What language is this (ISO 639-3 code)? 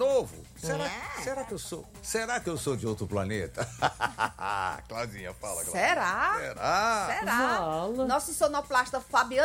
por